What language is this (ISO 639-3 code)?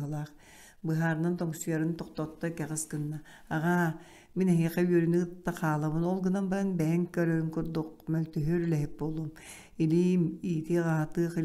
sah